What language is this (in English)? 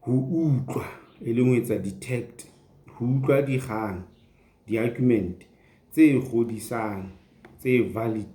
Southern Sotho